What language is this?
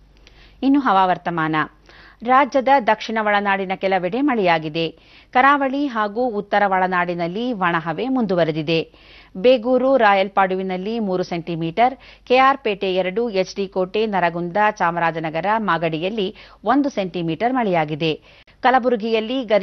Kannada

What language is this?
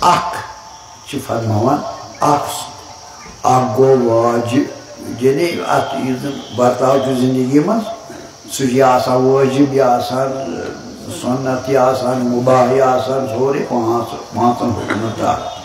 Kashmiri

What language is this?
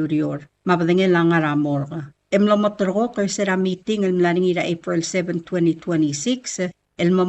Palauan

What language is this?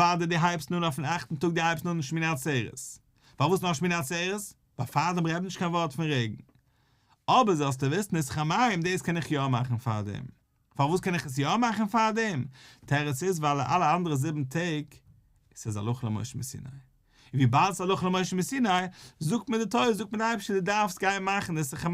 Yiddish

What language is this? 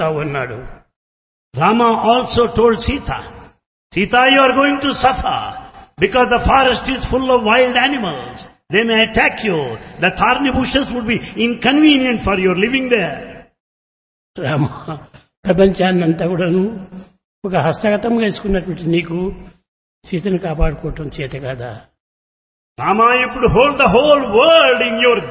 Telugu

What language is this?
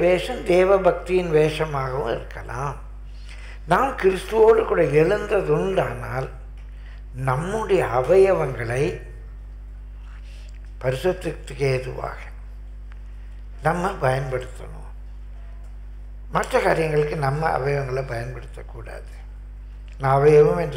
Tamil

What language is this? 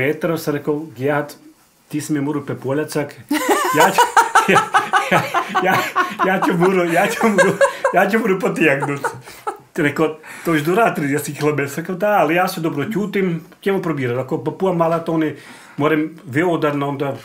Serbian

